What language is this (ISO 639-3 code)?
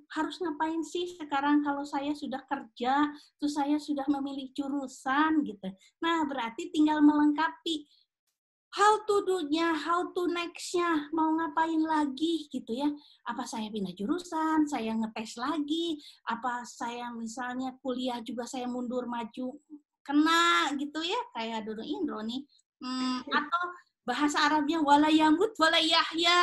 ind